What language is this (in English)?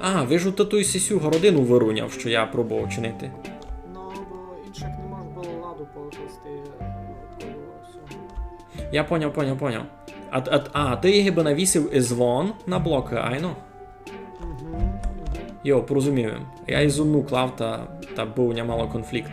Rusyn